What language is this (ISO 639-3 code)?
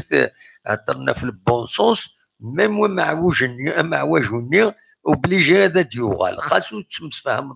kab